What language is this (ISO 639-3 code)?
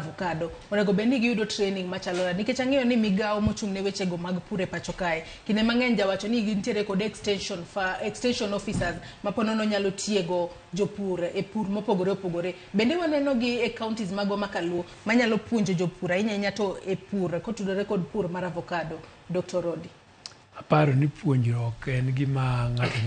luo